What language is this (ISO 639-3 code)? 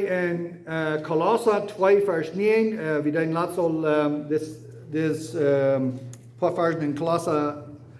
pdt